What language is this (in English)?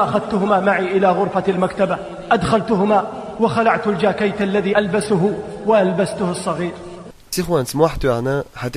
Chechen